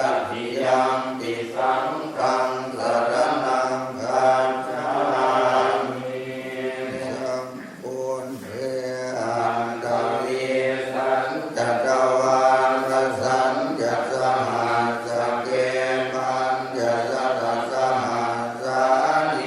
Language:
Pali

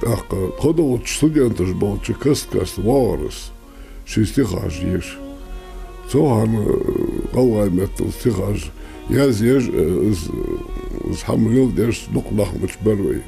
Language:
Ingush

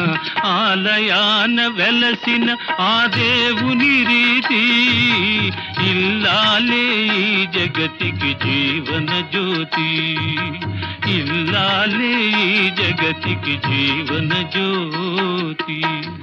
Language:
Telugu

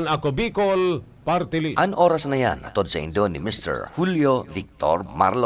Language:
Bikol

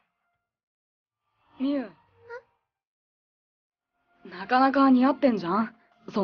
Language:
Japanese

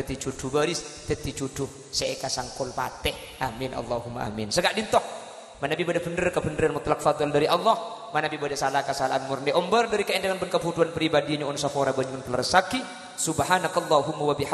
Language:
Madurese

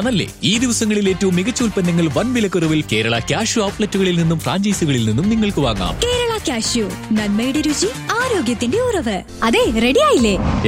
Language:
Malayalam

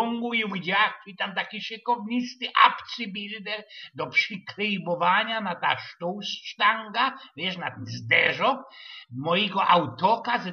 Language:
Silesian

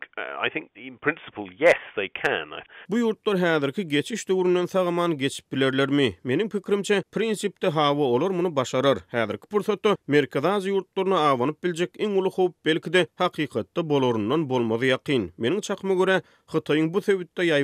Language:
Turkmen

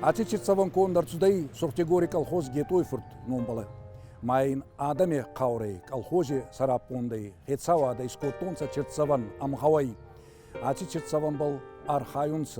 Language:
Ossetic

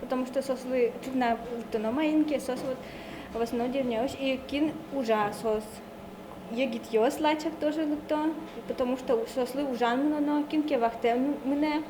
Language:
Udmurt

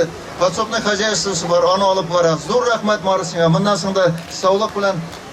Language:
Bashkir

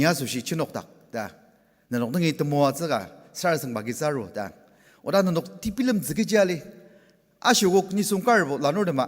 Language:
Ao Naga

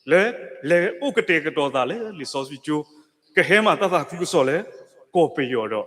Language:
S'gaw Karen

